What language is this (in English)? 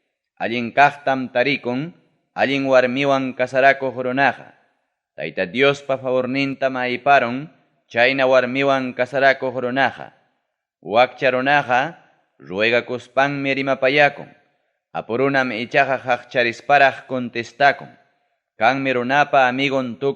Ayacucho Quechua